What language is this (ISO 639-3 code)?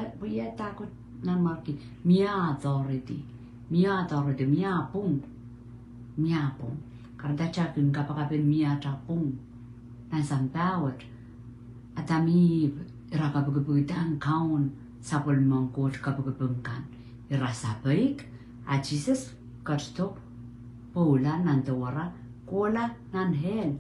pon